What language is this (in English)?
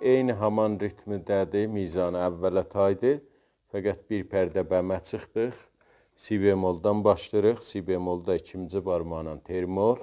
South Azerbaijani